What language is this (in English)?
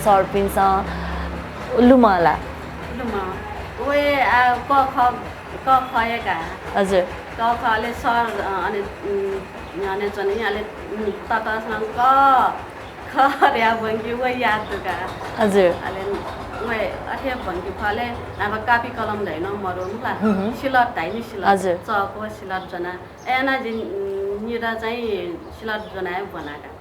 Newari